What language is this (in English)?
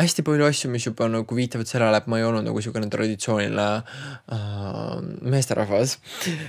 Estonian